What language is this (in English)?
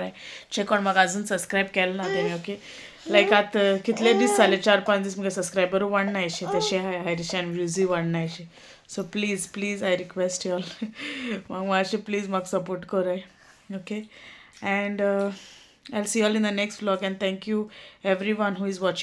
Konkani